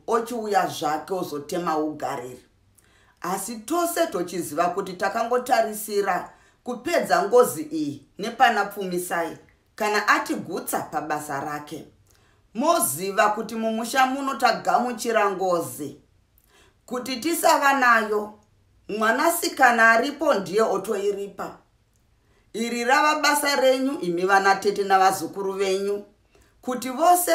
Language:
Shona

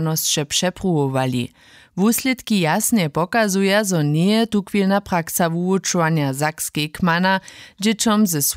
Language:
Upper Sorbian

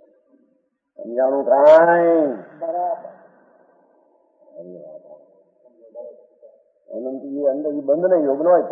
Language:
Gujarati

